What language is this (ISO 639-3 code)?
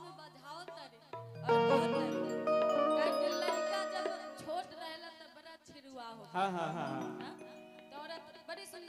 bho